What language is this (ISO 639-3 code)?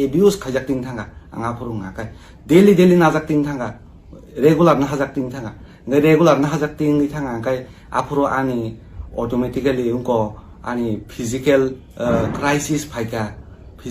trp